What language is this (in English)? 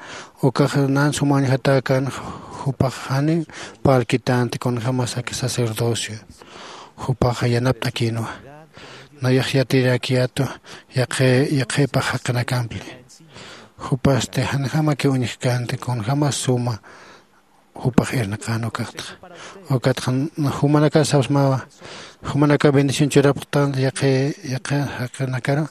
Aymara